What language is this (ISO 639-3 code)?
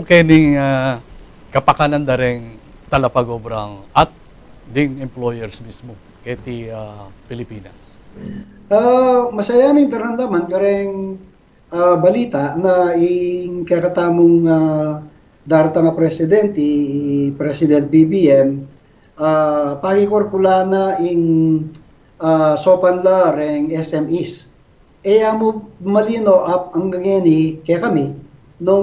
pam